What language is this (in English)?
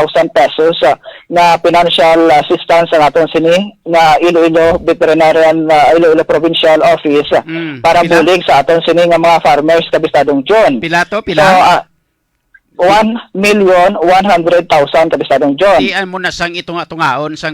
Hiligaynon